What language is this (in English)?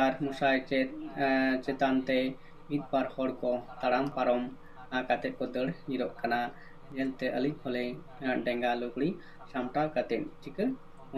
Santali